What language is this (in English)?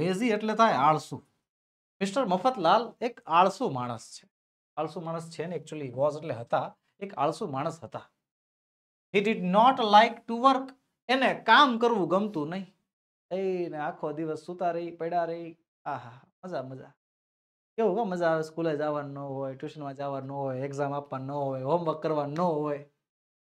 Gujarati